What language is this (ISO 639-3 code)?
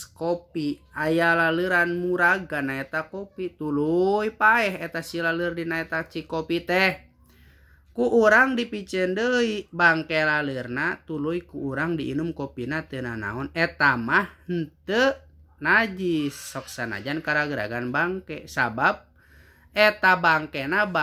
sun